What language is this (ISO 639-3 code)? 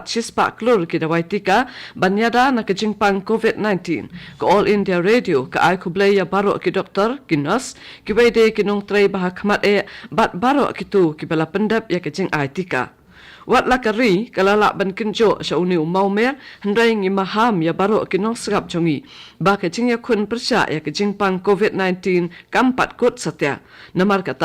kha